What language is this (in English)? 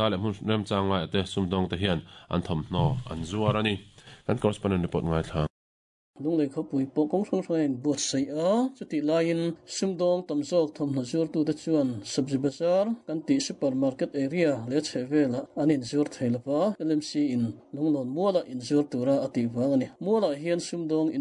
Mizo